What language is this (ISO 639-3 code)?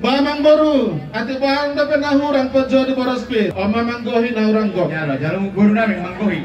bbc